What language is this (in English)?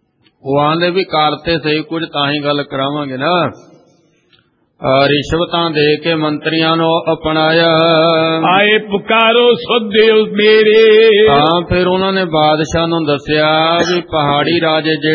Punjabi